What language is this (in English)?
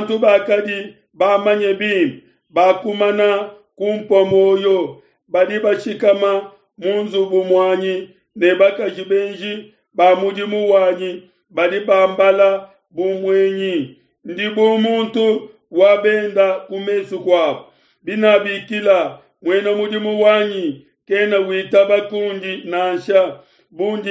Luba-Lulua